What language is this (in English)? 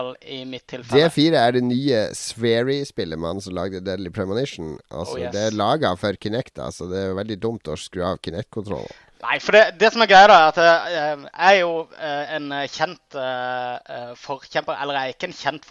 Norwegian